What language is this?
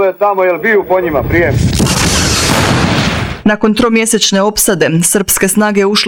Croatian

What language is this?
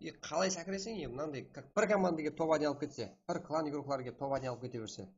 Kara-Kalpak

